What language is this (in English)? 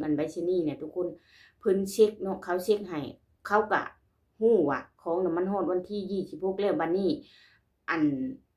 Lao